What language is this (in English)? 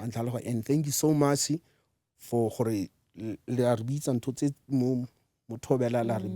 Northern Sotho